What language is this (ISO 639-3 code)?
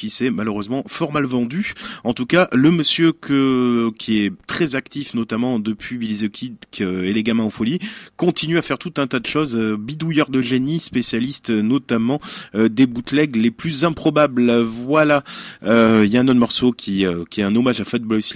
fra